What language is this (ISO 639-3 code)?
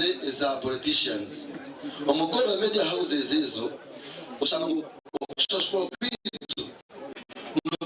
nyn